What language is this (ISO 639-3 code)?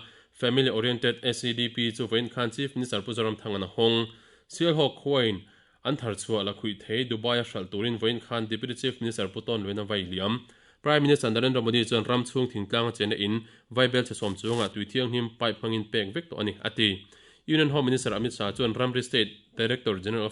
lus